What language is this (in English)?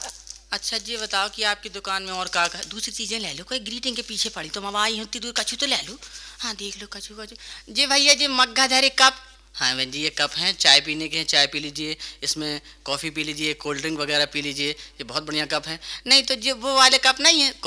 Hindi